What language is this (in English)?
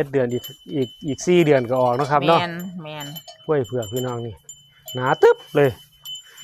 Northeastern Thai